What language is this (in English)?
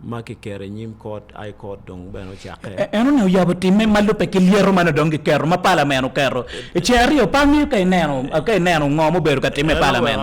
Acoli